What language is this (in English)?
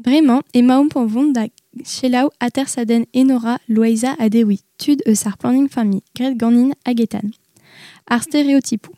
Breton